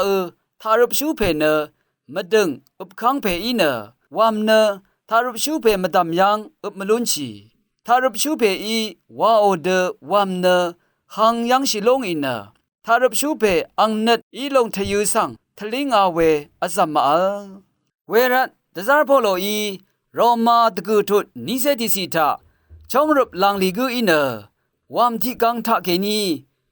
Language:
Rawang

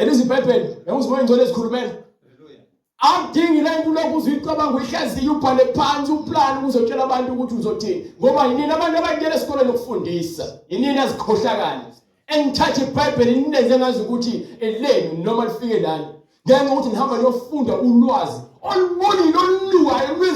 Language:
Zulu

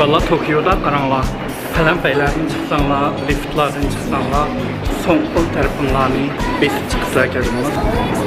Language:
Uyghur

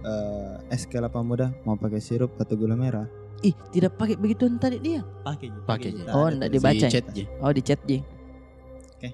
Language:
Makassar Malay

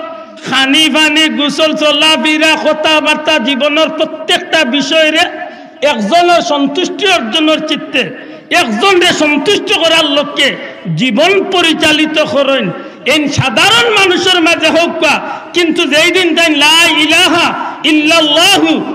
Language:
Sylheti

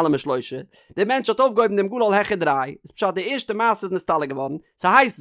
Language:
Yiddish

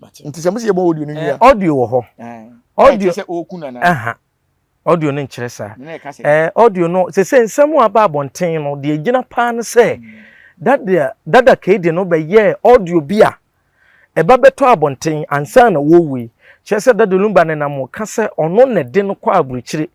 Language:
Akan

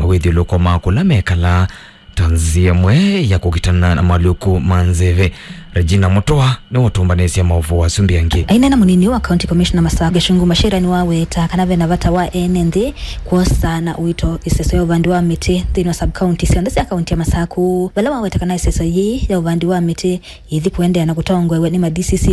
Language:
Kamba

